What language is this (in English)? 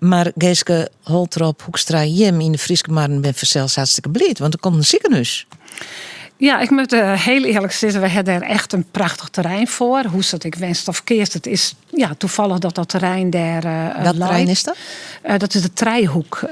Western Frisian